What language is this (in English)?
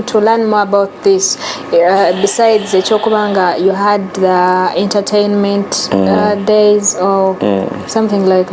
Ganda